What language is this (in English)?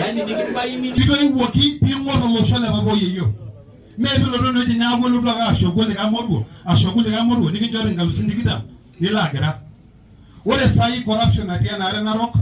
Masai